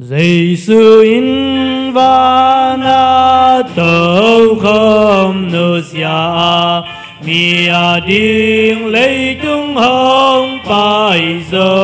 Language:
Tedim Chin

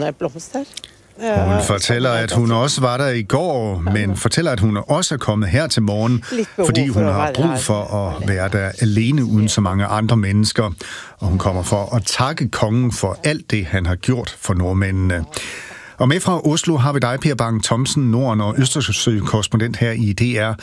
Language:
Danish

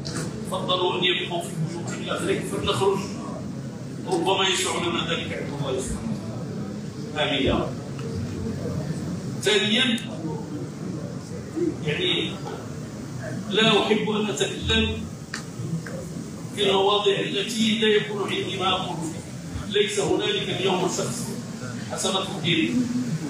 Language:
Arabic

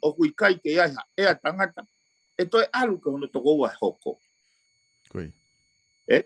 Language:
Tongan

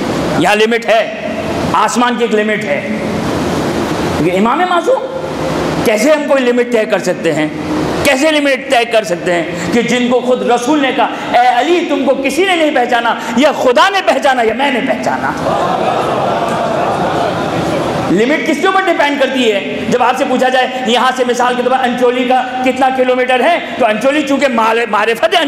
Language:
Urdu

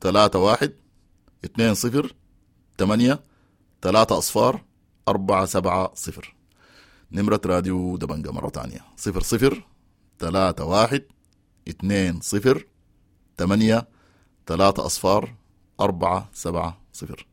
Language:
Sudanese Arabic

